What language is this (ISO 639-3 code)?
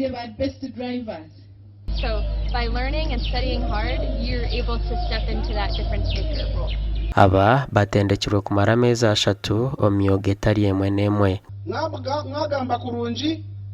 nyn